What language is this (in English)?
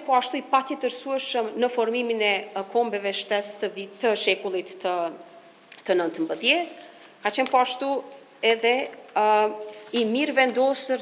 Albanian